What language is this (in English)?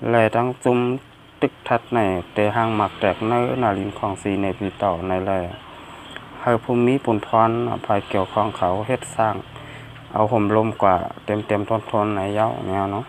Shan